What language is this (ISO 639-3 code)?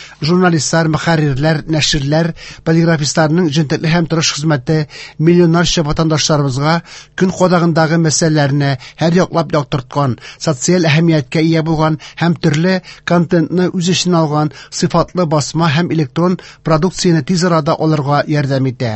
tat